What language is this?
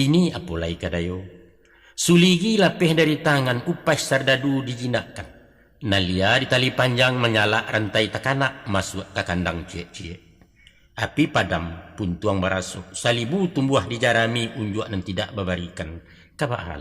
Minangkabau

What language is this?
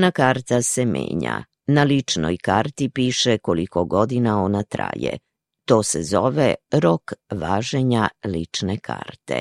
Serbian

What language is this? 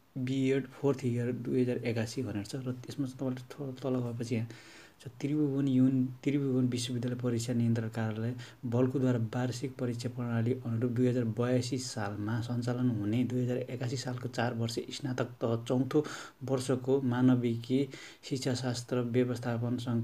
Nepali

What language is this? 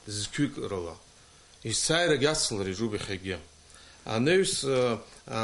Abkhazian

